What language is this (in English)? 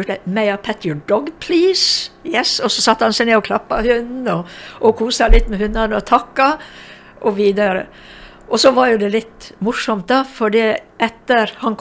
Norwegian